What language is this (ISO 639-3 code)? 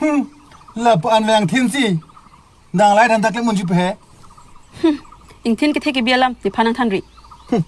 mjw